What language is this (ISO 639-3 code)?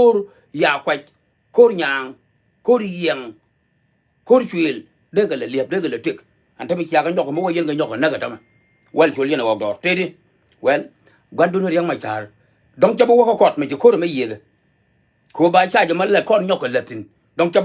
nus